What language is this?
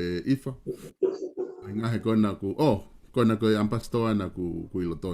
Tongan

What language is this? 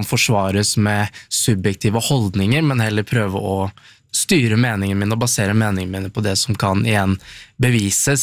Norwegian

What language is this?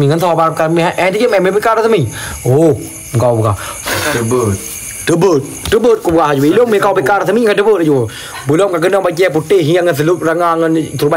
Achinese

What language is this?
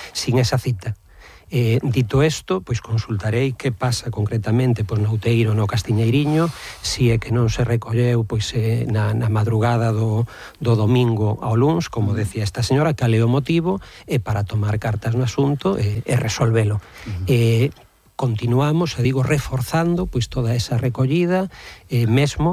Galician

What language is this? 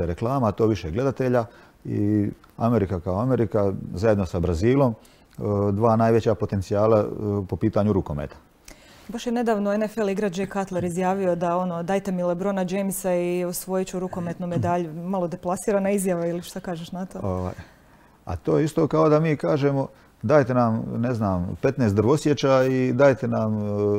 Croatian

